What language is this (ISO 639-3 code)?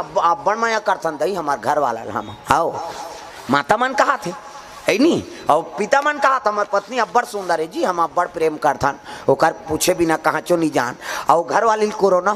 hne